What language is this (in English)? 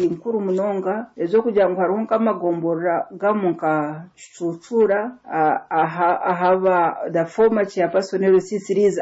Nyoro